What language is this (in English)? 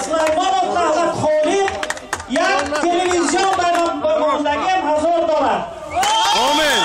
Tajik